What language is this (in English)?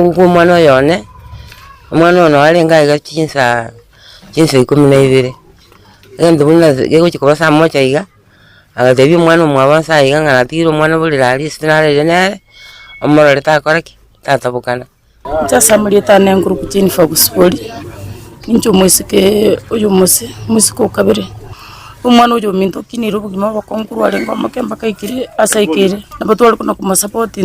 Gusii